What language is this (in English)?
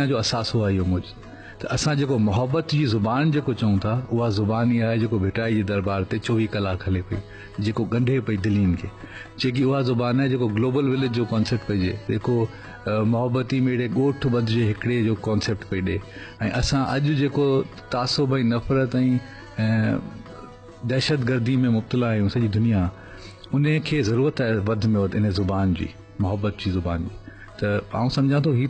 Sindhi